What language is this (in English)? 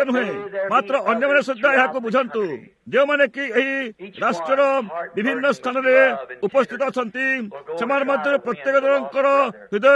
Odia